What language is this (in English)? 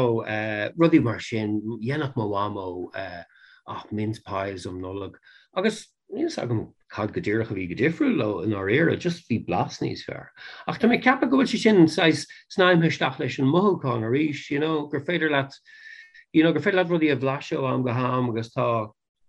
Irish